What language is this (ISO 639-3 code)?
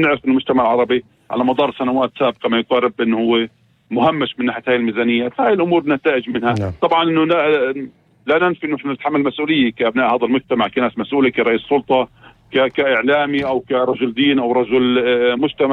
apc